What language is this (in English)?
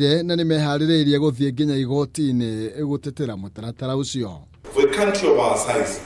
Kikuyu